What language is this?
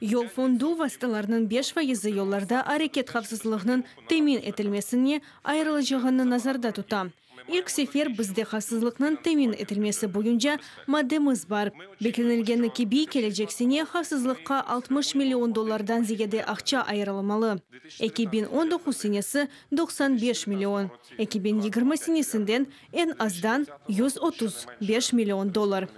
Crimean Tatar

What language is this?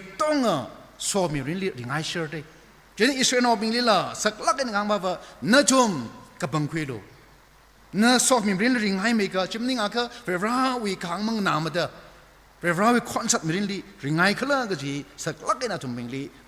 Tangkhul Naga (India)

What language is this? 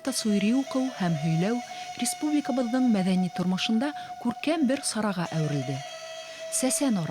Bashkir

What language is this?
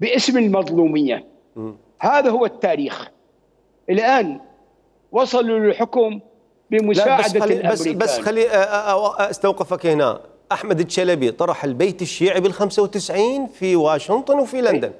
Mesopotamian Arabic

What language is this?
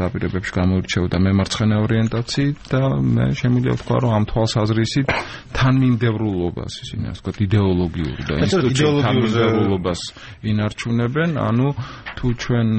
Georgian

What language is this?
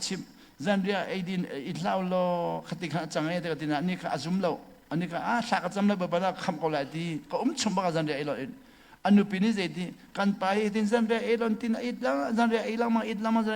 Hakha Chin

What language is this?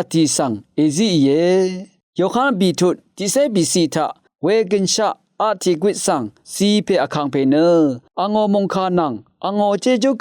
Rawang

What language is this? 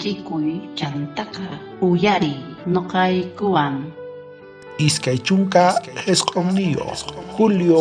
South Bolivian Quechua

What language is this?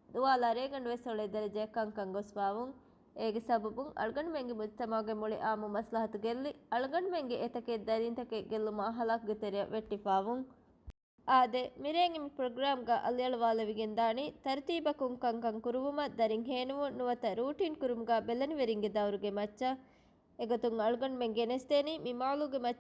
Divehi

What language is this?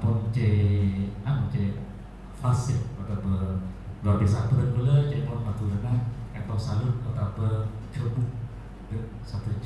Madurese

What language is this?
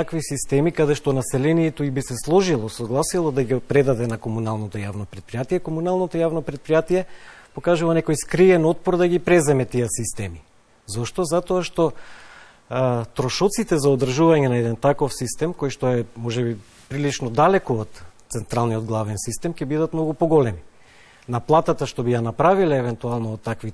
Macedonian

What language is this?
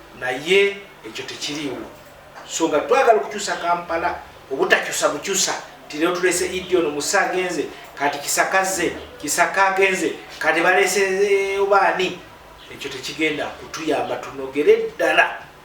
Ganda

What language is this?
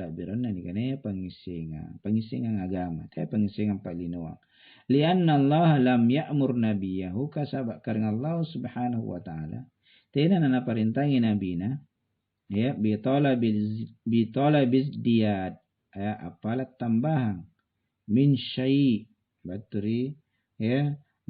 Makasar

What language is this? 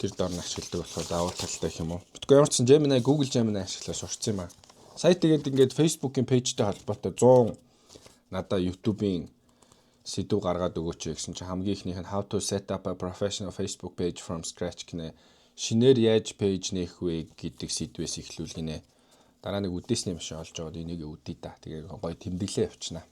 Mongolian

